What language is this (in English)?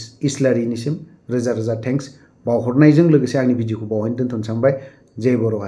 Bodo